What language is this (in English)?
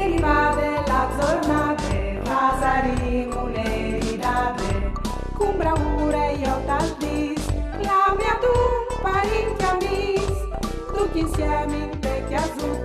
Friulian